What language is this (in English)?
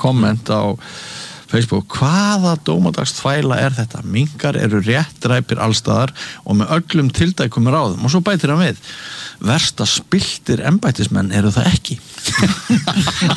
Icelandic